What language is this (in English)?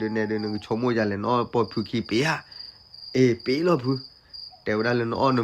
S'gaw Karen